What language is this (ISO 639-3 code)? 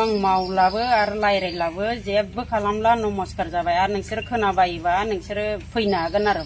brx